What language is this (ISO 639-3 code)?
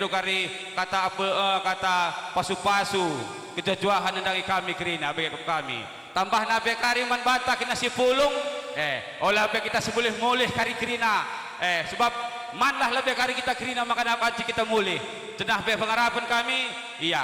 btx